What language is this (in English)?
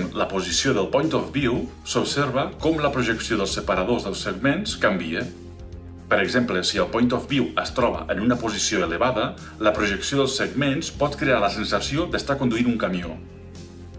Catalan